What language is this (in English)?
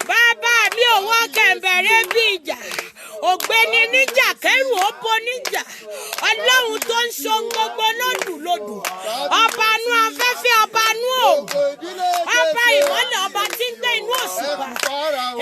Yoruba